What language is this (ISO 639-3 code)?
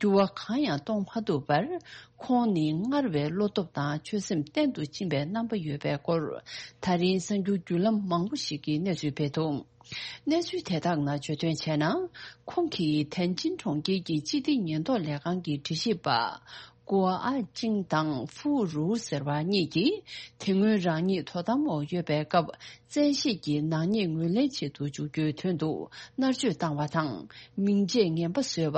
bod